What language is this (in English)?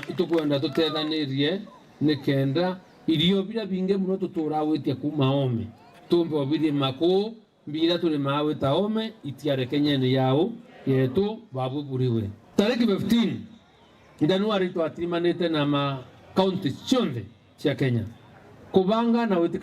Meru